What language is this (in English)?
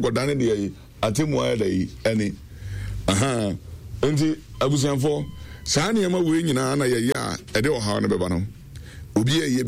Akan